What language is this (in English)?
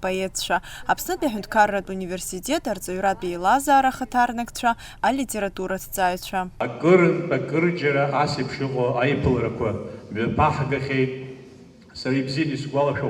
Abkhazian